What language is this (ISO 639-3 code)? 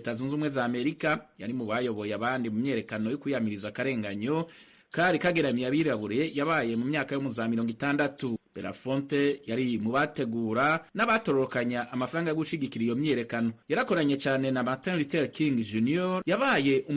run